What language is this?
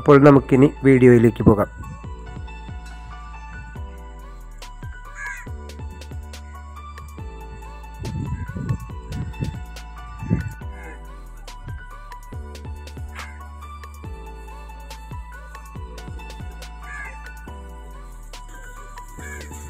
Malayalam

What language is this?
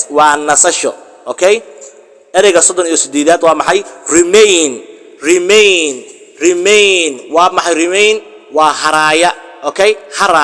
Somali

